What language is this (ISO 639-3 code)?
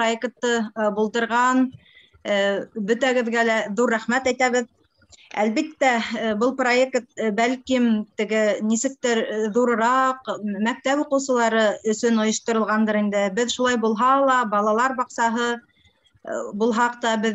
bak